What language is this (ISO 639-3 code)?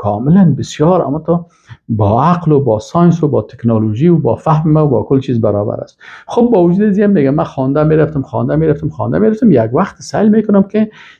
fas